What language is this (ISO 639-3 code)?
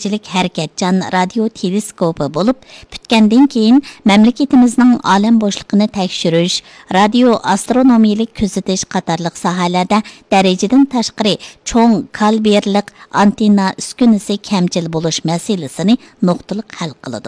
uig